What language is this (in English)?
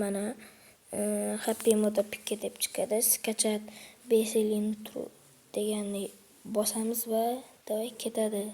Uzbek